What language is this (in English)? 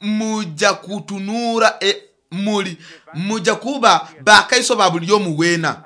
Nyoro